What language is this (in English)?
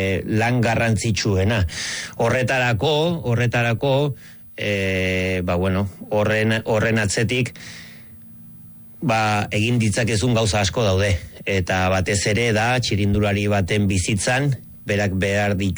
Basque